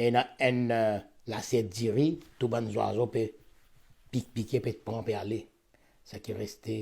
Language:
Morisyen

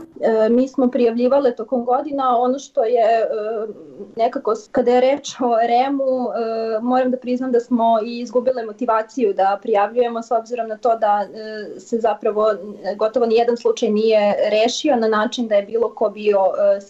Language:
Serbian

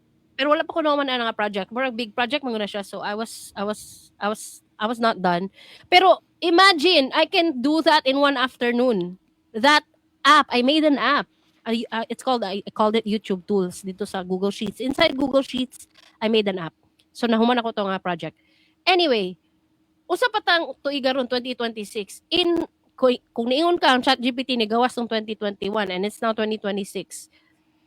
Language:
Cebuano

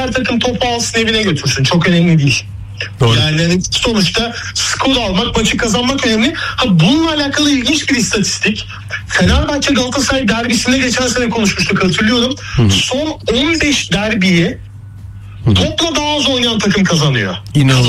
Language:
Turkish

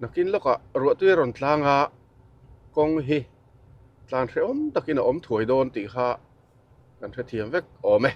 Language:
Mizo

